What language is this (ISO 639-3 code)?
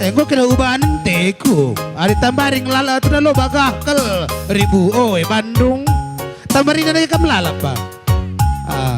btx